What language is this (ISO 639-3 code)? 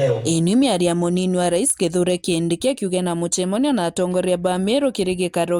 mer